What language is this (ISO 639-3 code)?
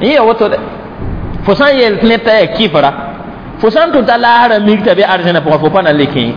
mos